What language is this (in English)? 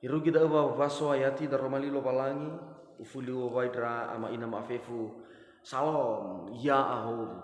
Nias